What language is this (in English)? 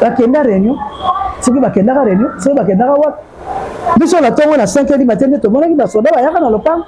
Lingala